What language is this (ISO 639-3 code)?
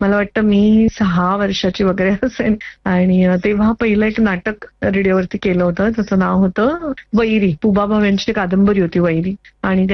mar